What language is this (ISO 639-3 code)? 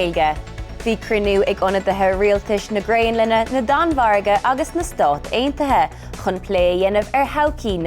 gle